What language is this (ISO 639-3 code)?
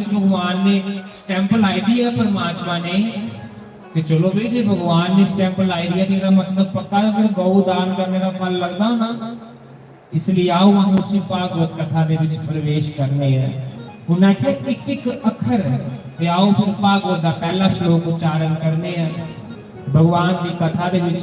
doi